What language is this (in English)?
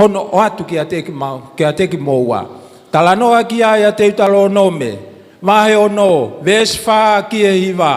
Tongan